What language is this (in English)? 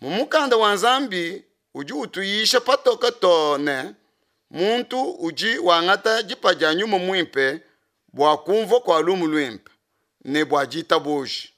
Luba-Lulua